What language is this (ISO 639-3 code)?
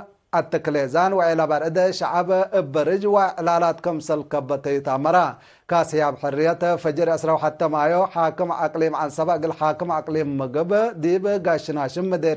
tig